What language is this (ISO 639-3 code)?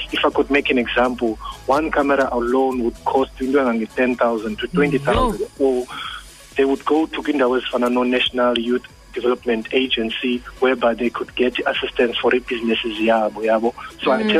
xho